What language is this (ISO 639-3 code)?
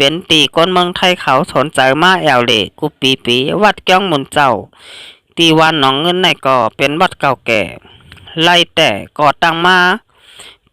shn